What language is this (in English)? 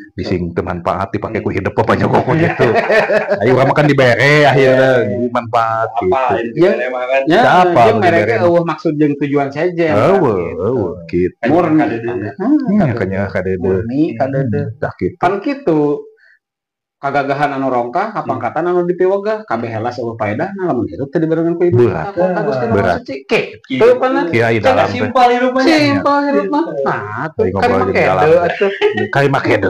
Sundanese